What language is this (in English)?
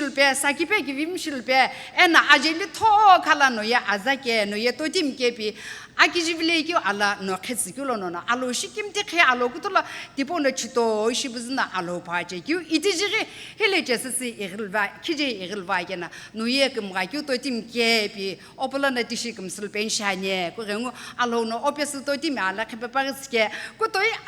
Sumi Naga